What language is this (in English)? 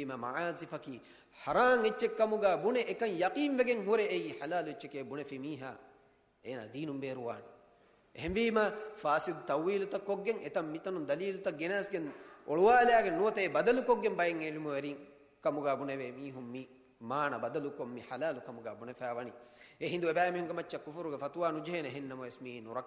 Divehi